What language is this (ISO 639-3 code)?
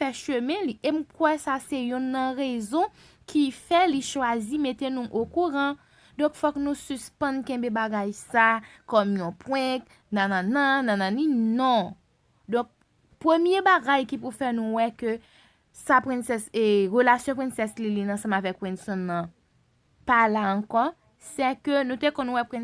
hat